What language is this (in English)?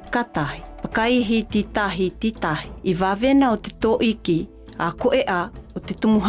South Marquesan